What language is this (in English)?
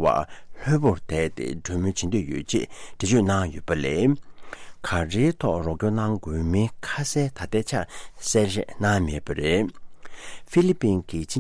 Tibetan